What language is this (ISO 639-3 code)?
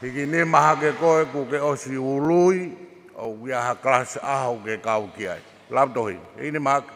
ton